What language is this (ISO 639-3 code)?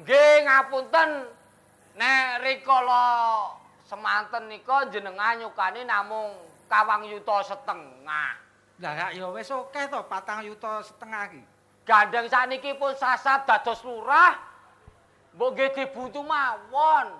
jav